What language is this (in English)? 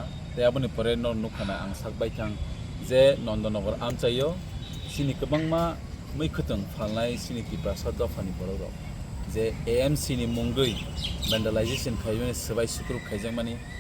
Kok Borok